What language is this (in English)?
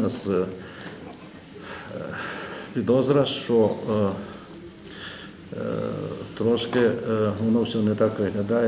Ukrainian